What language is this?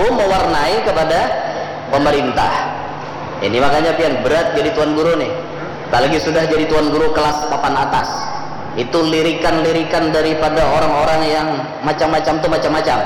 Banjar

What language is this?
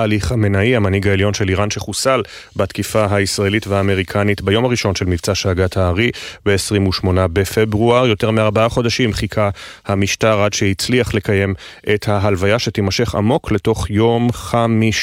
Hebrew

